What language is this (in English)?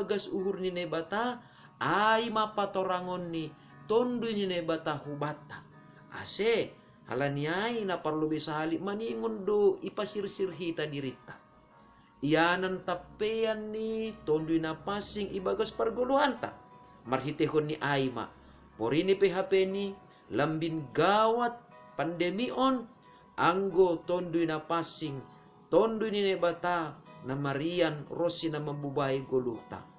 Batak Simalungun